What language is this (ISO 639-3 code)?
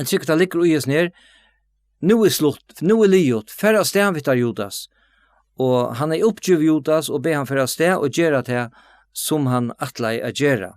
fao